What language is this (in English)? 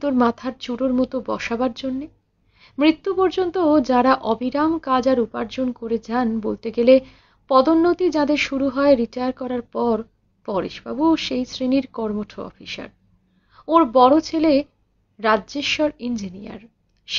Bangla